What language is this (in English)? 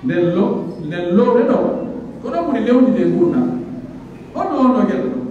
Pular